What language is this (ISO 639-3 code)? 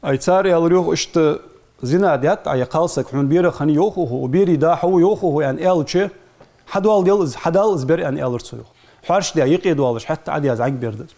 inh